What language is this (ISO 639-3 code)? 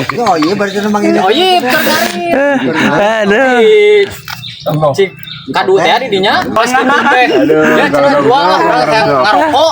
sun